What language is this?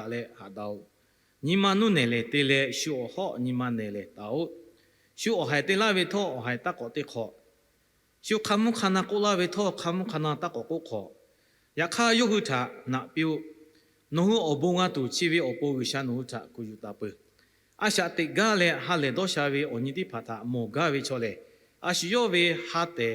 Lahu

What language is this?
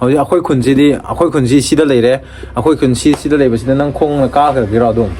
Manipuri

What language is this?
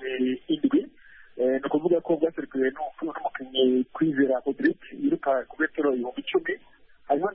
Kinyarwanda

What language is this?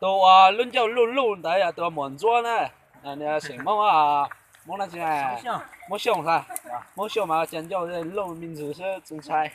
Hmong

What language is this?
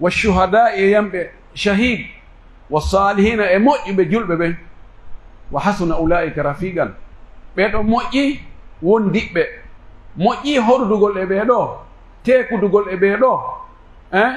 Pular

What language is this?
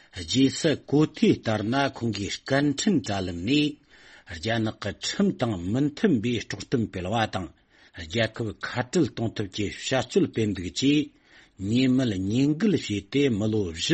Tibetan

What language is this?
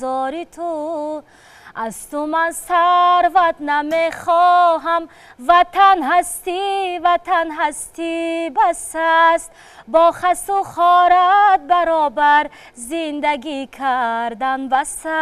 Tajik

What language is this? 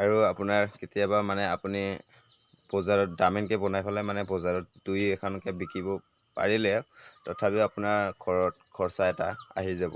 Assamese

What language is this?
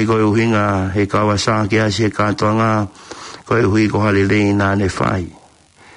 Tongan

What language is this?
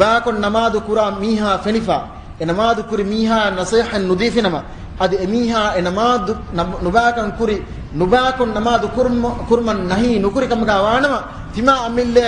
Divehi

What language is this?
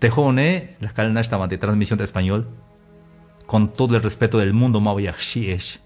Tzeltal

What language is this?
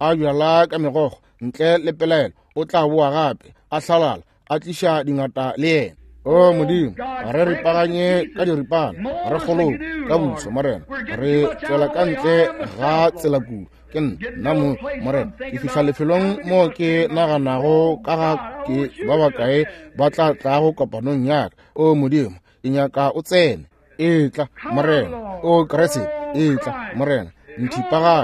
Northern Sotho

